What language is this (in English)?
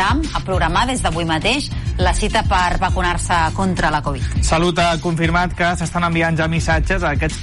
Catalan